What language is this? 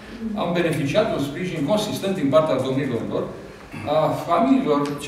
Romanian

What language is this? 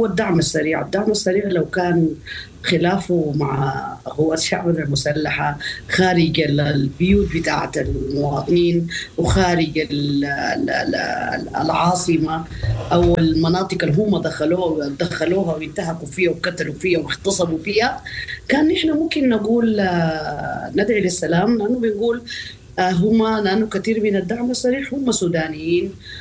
Sudanese Arabic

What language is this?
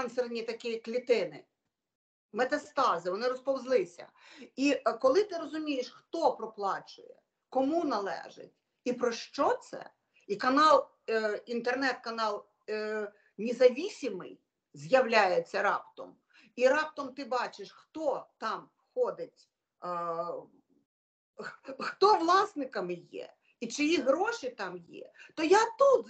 Ukrainian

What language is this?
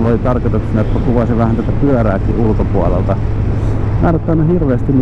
Finnish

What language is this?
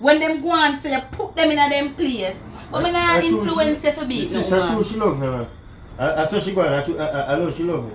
Jamaican Creole English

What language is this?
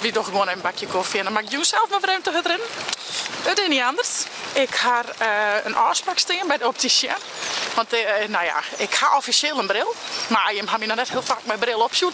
Western Frisian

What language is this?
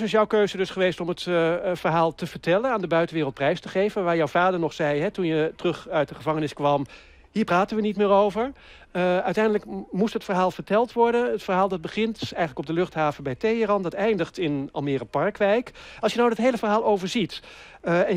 Dutch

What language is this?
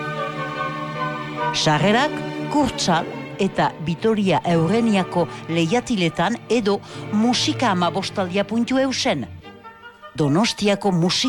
Basque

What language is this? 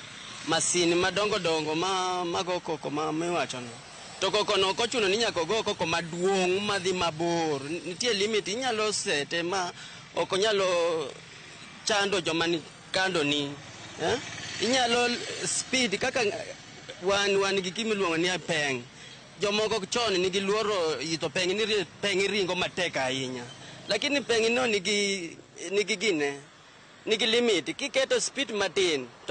Luo (Kenya and Tanzania)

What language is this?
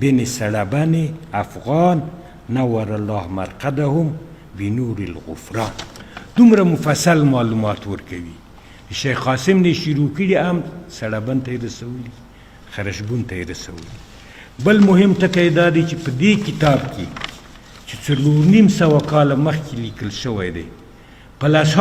Pashto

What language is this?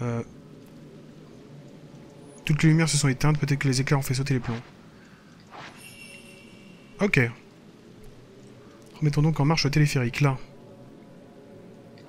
French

